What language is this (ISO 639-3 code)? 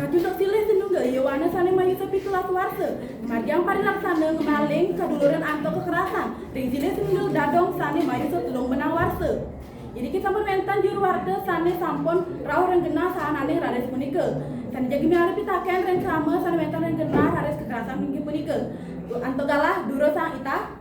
ban